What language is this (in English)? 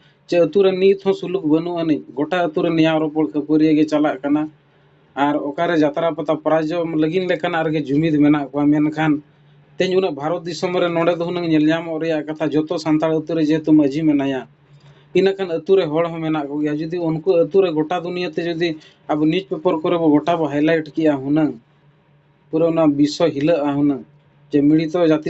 Santali